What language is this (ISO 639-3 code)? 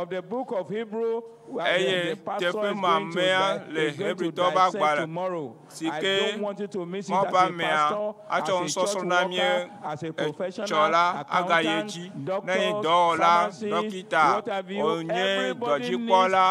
ewe